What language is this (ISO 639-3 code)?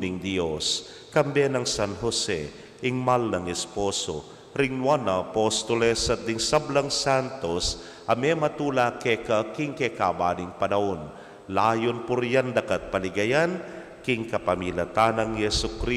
pam